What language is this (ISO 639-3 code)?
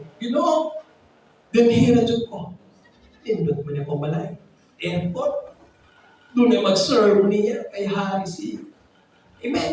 ceb